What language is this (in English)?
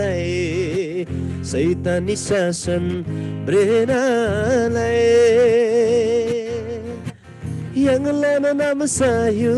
Eastern Tamang